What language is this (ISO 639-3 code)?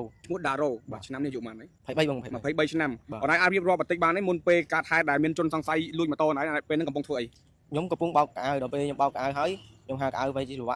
khm